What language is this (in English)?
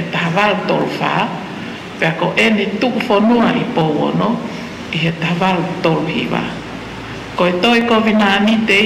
Tongan